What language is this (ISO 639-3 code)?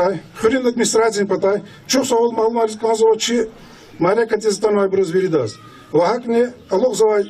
lez